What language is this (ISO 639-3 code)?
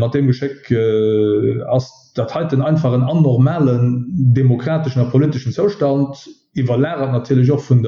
ltz